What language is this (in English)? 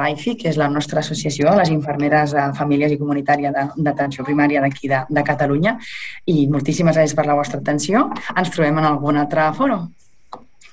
Catalan